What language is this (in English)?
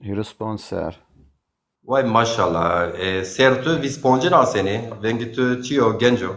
Zaza